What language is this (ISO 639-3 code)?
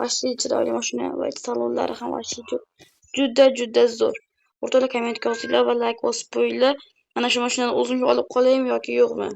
uzb